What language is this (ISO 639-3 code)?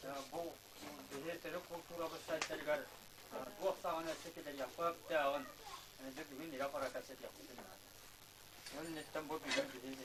sah